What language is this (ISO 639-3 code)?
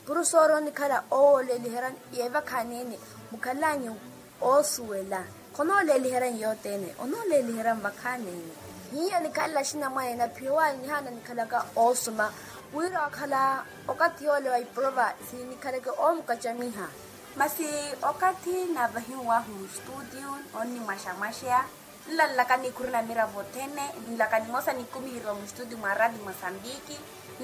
vmw